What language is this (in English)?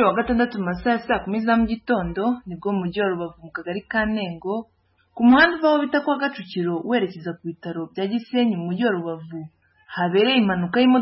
Kinyarwanda